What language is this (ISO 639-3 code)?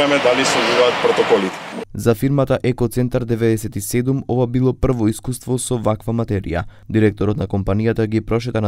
mkd